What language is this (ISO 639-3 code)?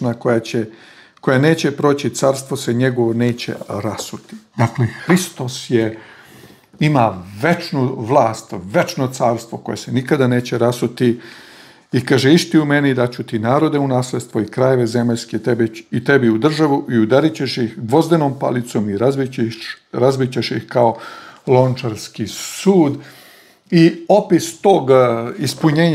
srp